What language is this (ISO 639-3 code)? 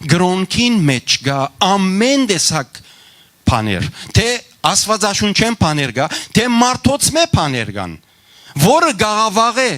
hyw